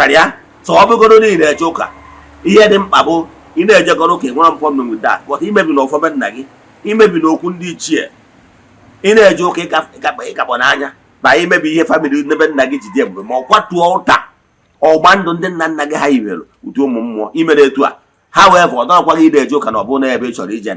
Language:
Igbo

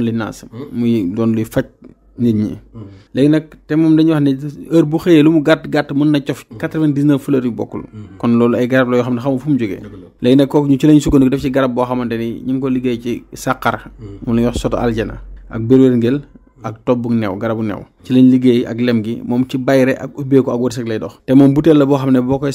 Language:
Wolof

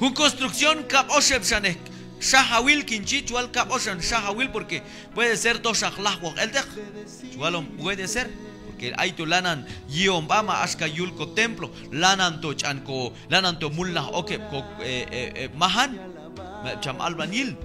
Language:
Q'anjob'al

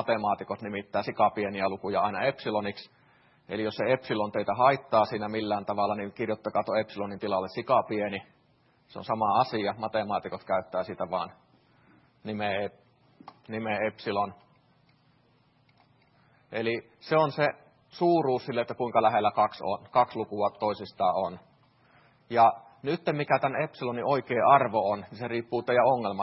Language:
Finnish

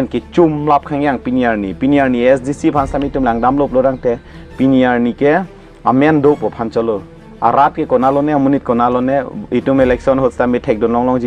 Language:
Karbi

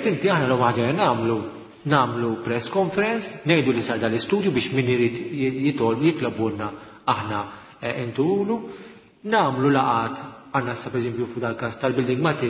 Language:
Maltese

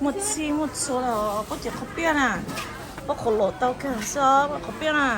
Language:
Hmong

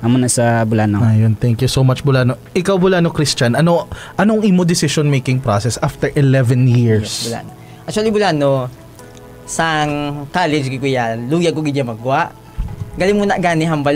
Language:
Hiligaynon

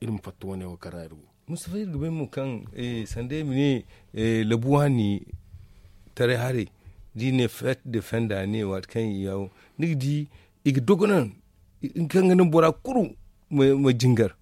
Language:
Zarma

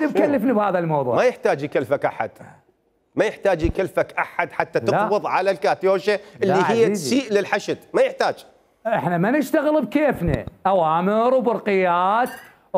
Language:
Mesopotamian Arabic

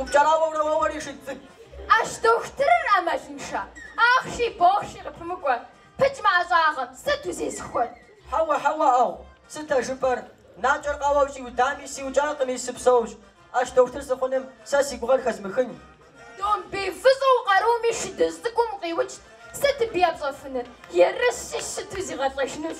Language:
Kabardian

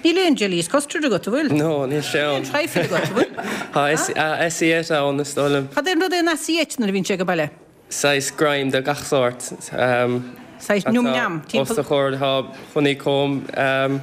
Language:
Irish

